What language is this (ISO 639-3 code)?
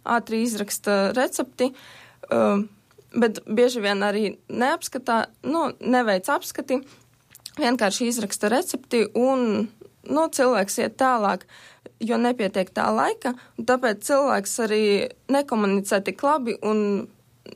lav